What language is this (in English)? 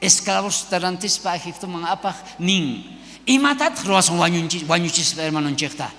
South Bolivian Quechua